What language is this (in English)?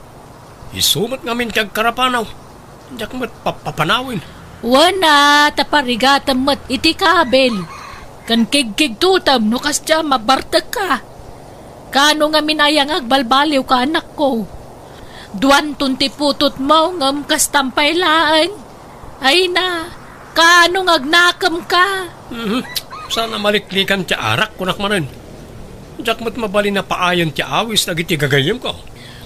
Iloko